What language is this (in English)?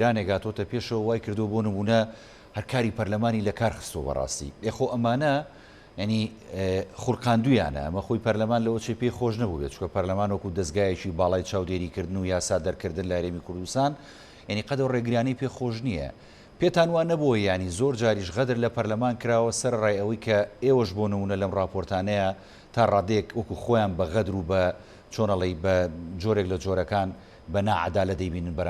Central Kurdish